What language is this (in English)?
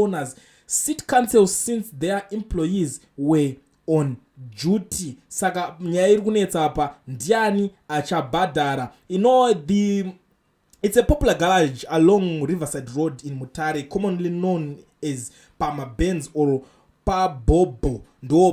Shona